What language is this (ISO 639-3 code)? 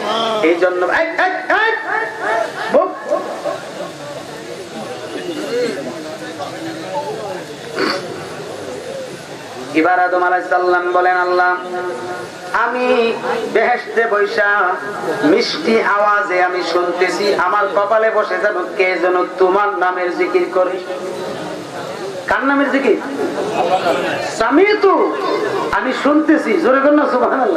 ben